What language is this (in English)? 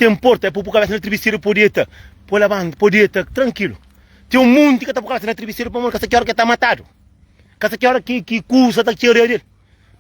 Kabuverdianu